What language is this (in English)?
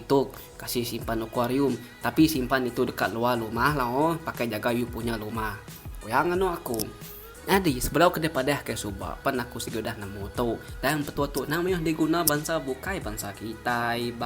Iban